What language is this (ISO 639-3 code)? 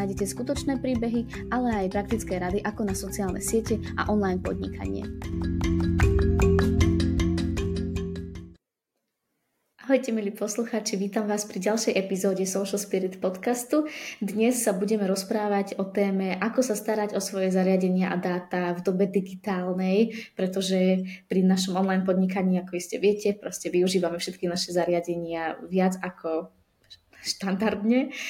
slk